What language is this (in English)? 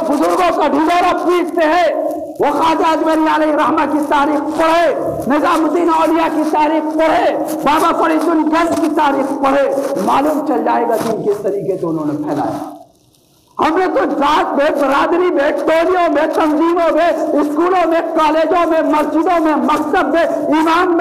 Urdu